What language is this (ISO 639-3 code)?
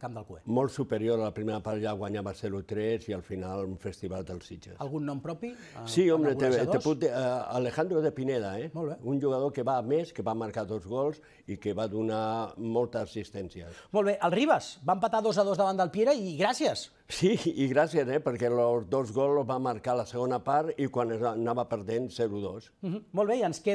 cat